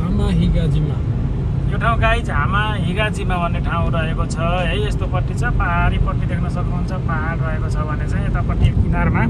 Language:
Nepali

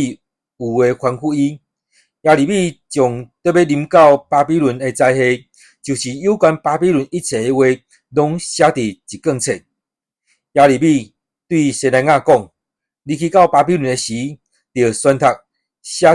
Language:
Min Nan Chinese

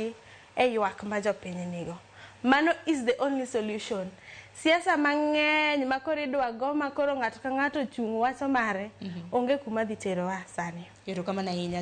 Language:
Luo (Kenya and Tanzania)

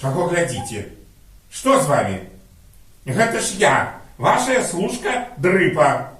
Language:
Belarusian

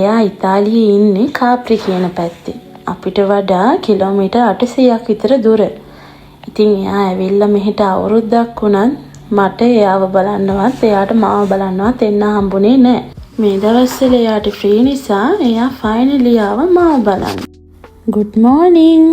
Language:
Sinhala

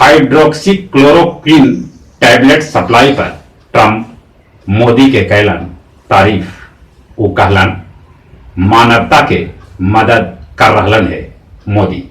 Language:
Magahi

